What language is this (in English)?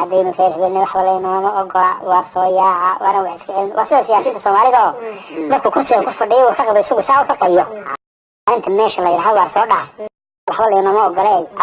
Somali